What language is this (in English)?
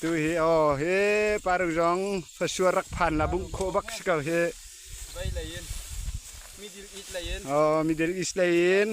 Falam Chin